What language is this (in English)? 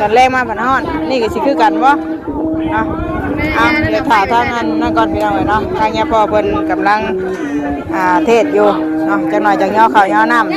Northeastern Thai